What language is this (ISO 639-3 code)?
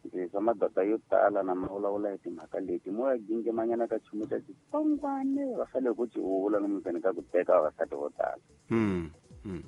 tso